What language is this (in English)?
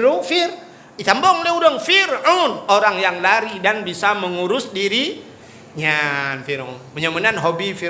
Achinese